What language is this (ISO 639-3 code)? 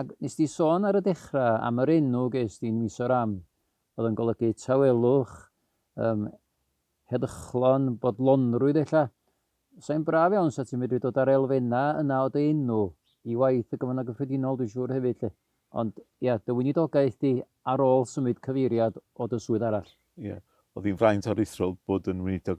cym